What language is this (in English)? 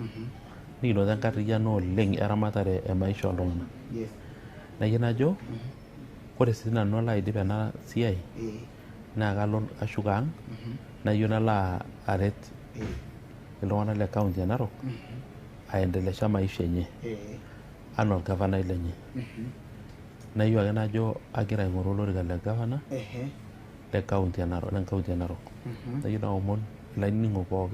Masai